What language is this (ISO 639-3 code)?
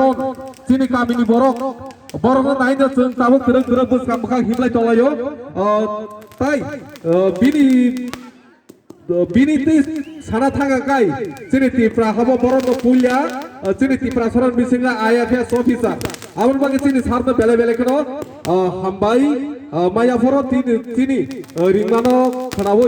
trp